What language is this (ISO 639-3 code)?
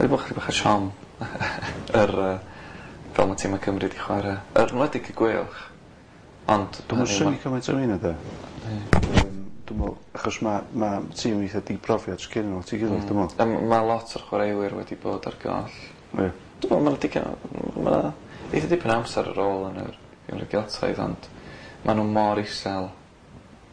cym